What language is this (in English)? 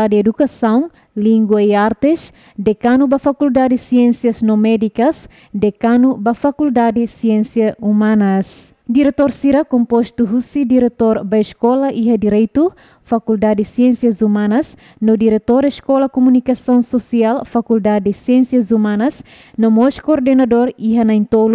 Tetum